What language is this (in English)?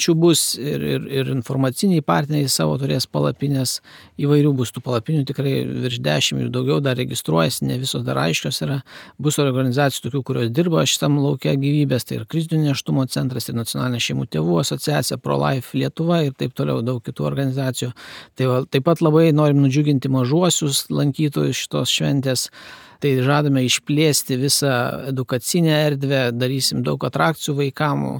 Lithuanian